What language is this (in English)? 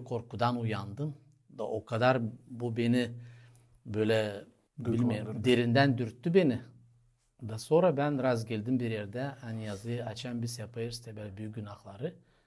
Gagauz